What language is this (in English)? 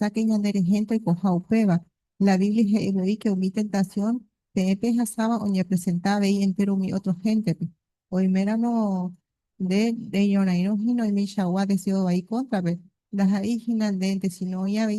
Guarani